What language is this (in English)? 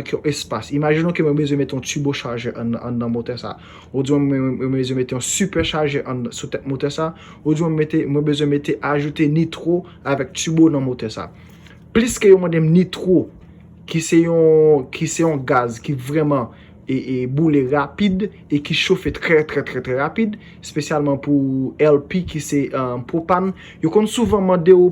Haitian Creole